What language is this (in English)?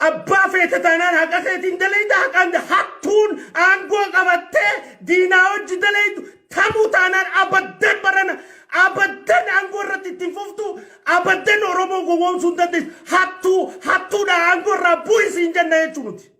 Oromo